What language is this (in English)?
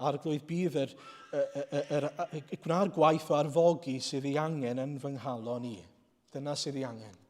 Welsh